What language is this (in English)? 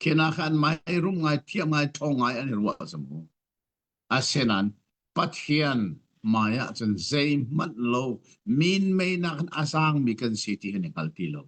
Hakha Chin